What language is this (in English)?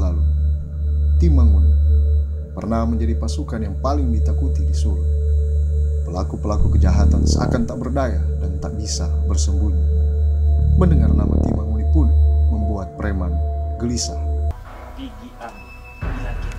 Manado Malay